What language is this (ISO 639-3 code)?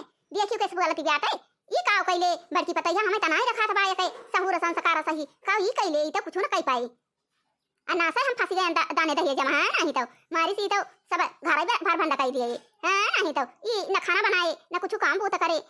awa